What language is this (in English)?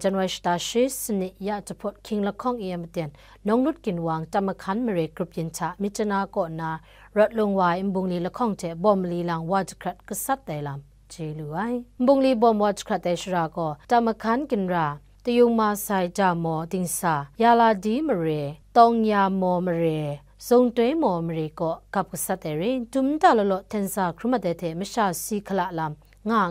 Kachin